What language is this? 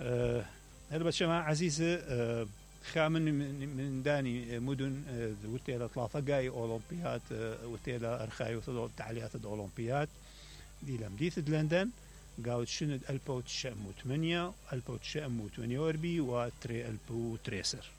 Mesopotamian Arabic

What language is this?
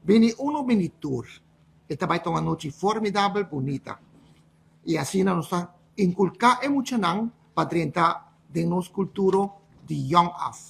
Papiamento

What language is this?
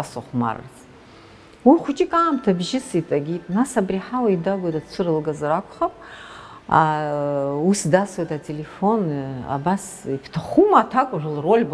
Abkhazian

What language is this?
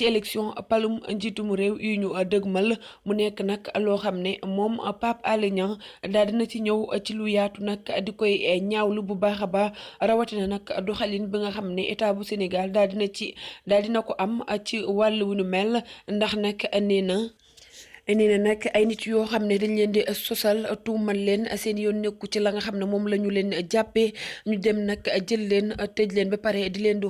Wolof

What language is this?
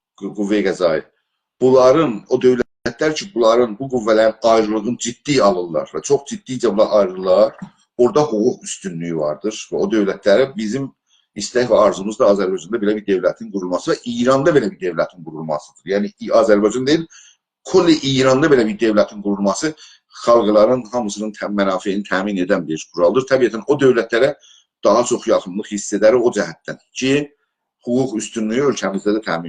South Azerbaijani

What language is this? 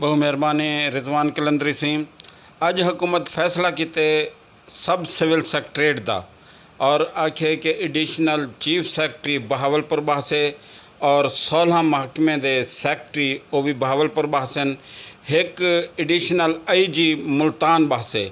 Saraiki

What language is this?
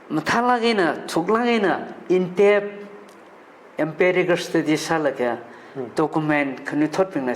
Tangkhul Naga (India)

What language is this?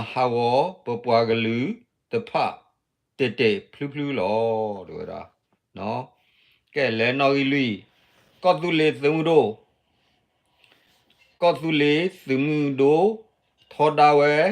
S'gaw Karen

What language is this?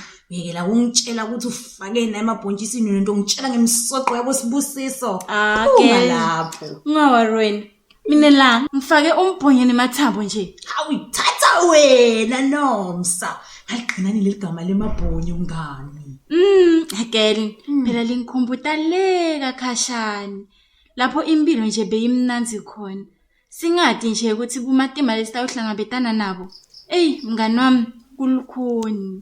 Zulu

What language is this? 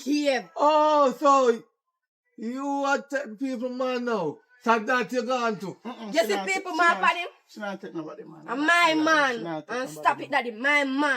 Jamaican Creole English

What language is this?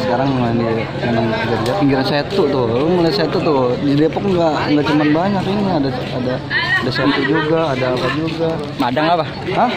Betawi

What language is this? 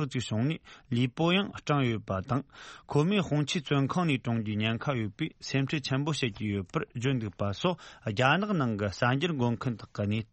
Tibetan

